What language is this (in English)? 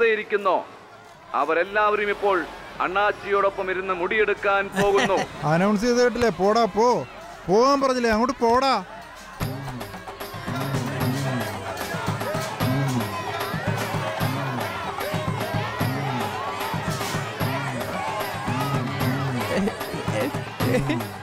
Malayalam